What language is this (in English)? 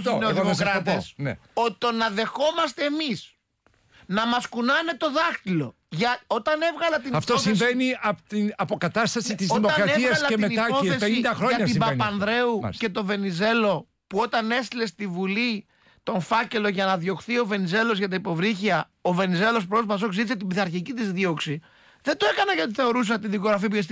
Greek